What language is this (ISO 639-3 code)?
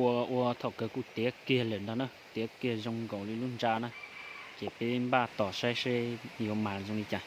hmn